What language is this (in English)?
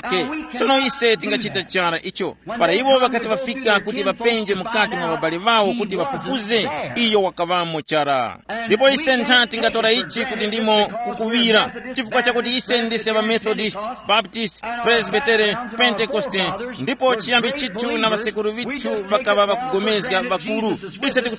Tumbuka